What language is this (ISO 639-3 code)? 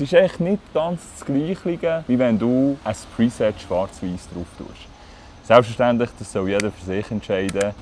gsw